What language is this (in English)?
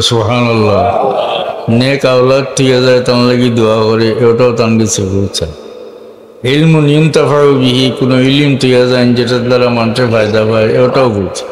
Sylheti